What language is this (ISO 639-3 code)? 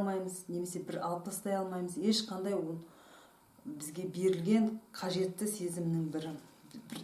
kaz